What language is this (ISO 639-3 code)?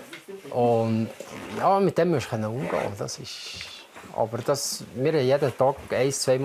gsw